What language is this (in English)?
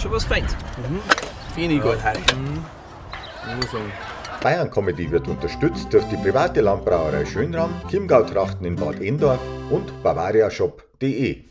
Bavarian